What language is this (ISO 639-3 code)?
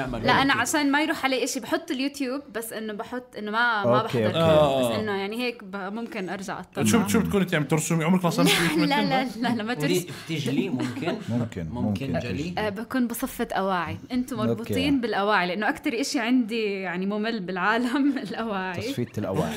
apc